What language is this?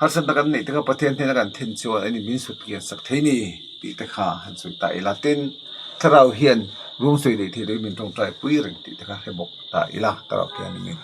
Mizo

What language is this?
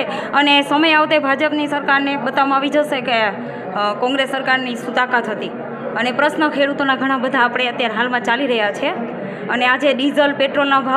Gujarati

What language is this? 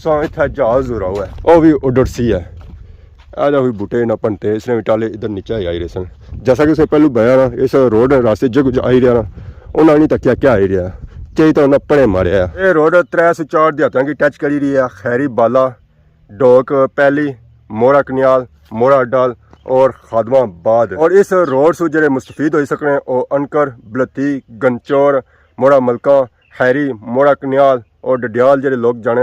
Pahari-Potwari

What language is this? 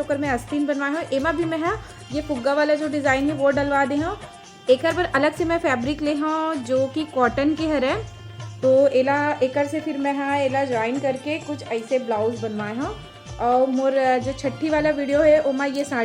Chhattisgarhi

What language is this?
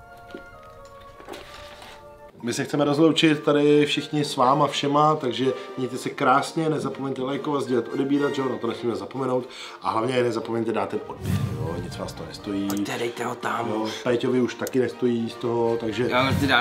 Czech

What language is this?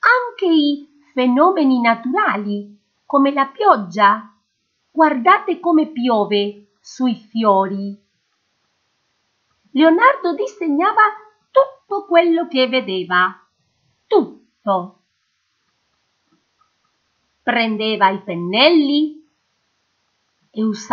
Italian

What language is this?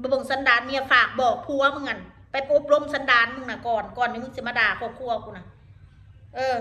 Northeastern Thai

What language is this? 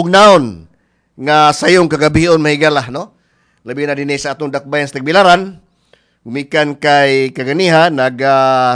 Cebuano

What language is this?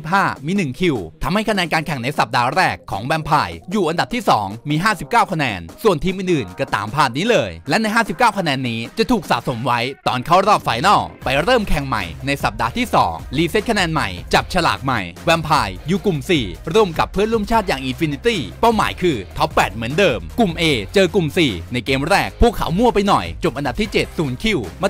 Thai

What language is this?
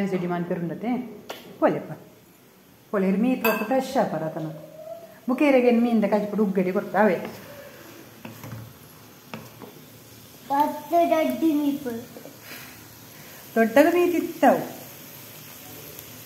Kannada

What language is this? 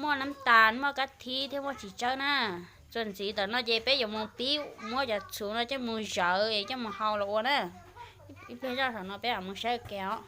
Hmong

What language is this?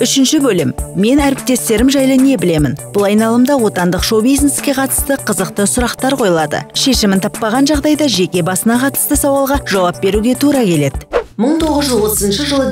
Kazakh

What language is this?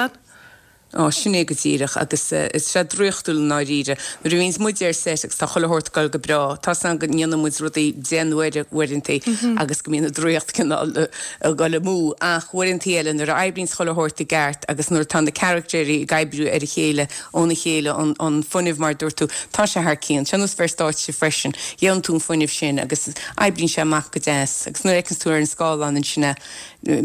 Irish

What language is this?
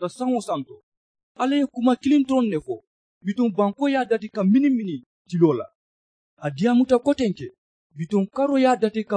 Mandingo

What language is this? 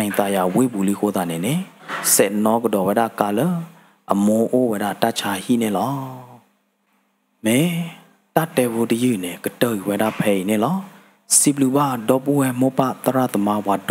S'gaw Karen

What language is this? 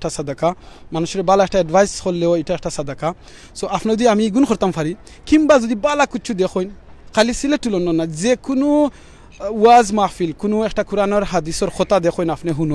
Sylheti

